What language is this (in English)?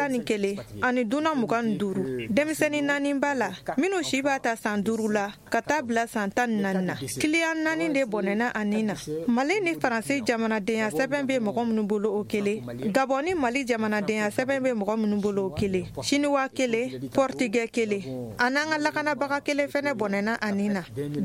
Bambara